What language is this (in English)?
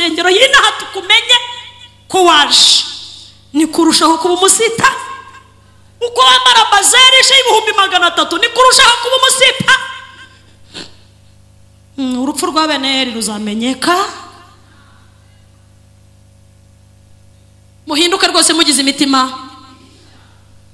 Kinyarwanda